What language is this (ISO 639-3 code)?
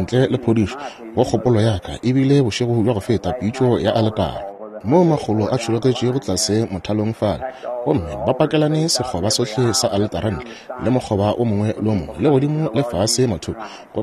nso